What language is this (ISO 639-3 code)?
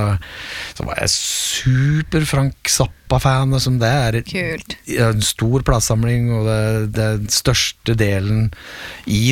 nor